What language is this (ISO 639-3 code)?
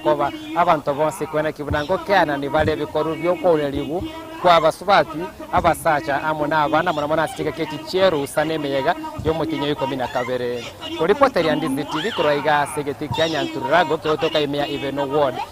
guz